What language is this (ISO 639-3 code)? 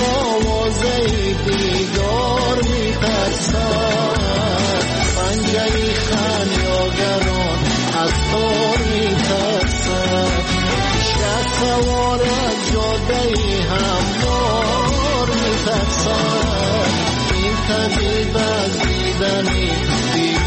fas